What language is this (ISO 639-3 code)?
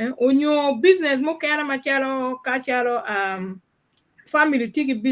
ach